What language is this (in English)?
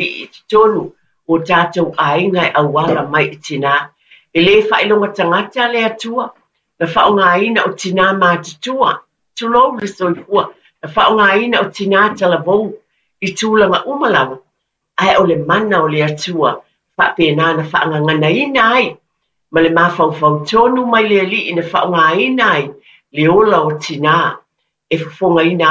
Samoan